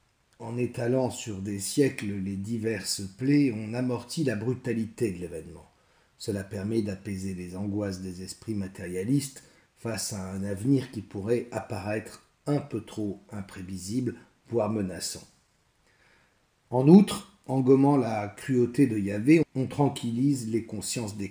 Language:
French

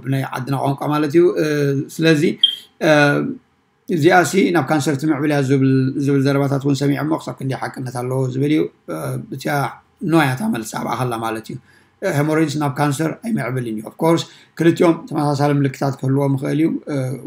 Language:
Tigrinya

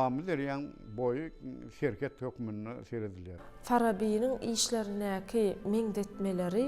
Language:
Turkmen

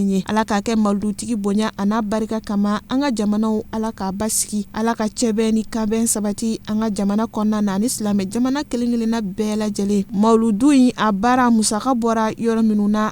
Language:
Bambara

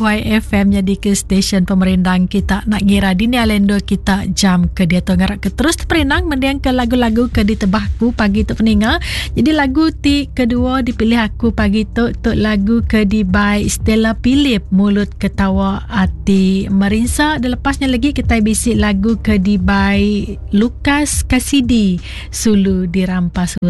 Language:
Iban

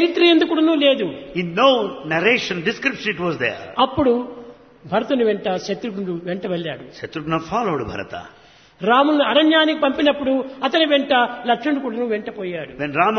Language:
Telugu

